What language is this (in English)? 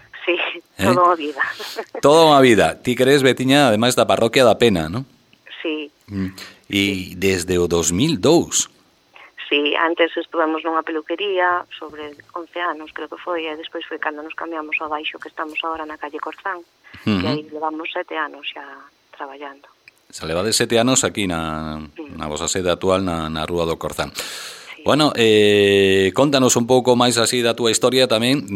Galician